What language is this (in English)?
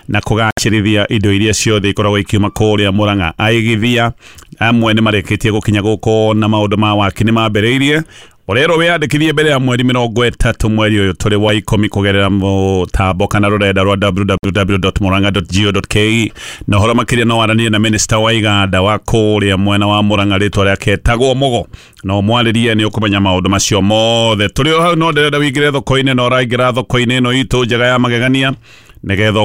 Kikuyu